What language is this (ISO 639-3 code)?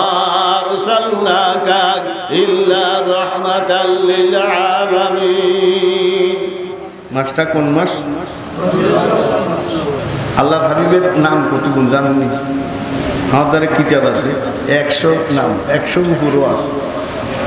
ben